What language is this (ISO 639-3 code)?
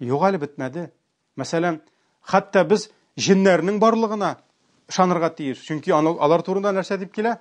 tat